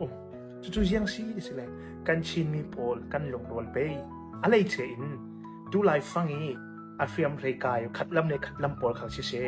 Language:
Hakha Chin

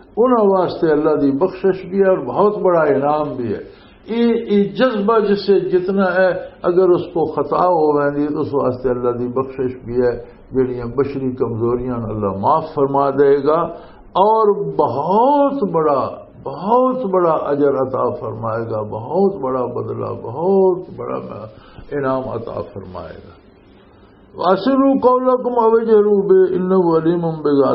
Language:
Western Panjabi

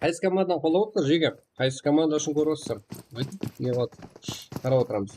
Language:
Kara-Kalpak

